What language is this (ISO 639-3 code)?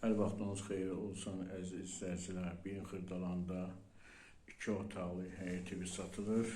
aze